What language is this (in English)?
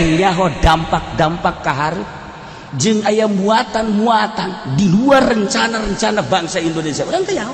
Sundanese